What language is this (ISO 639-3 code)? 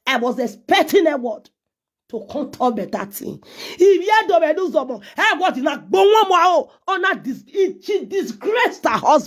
pcm